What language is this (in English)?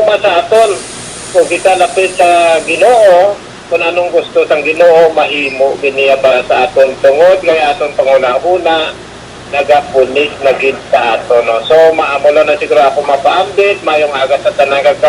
Hiligaynon